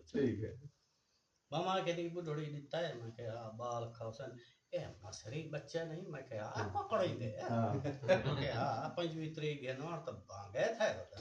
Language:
Saraiki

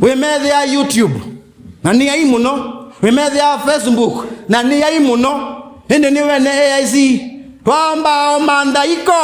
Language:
Kamba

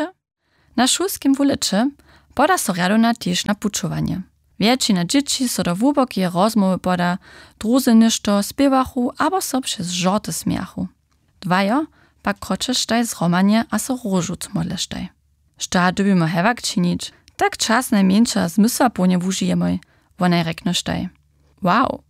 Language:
Upper Sorbian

